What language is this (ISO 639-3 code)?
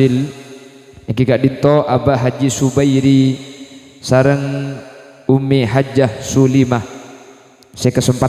mad